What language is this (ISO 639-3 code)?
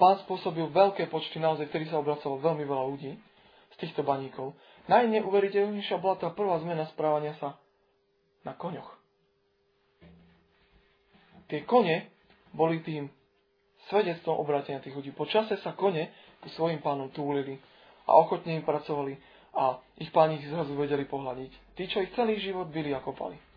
slk